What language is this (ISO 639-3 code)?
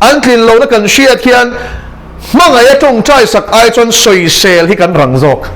lus